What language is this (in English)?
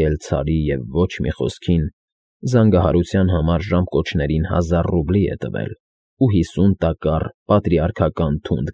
Armenian